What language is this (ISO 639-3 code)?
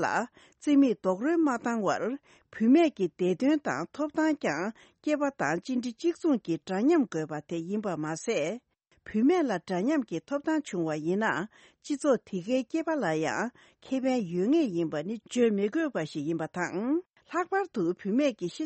bod